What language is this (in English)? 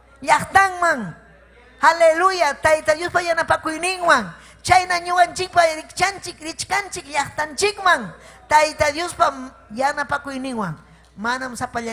Ayacucho Quechua